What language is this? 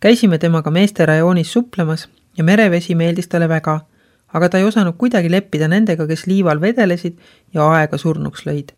Estonian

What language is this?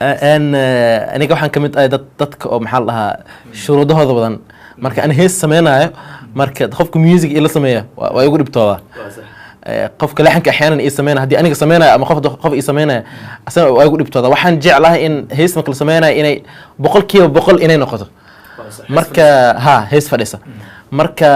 Somali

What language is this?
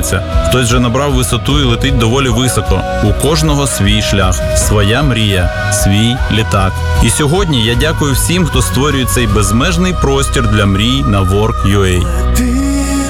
Ukrainian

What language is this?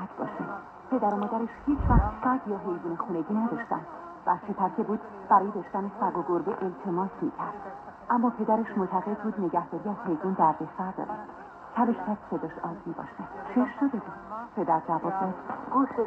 Persian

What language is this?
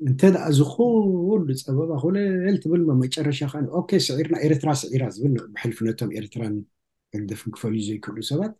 Tigrinya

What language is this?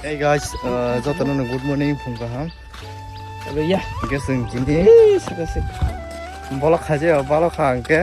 Kok Borok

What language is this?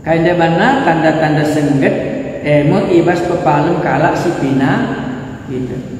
Batak Karo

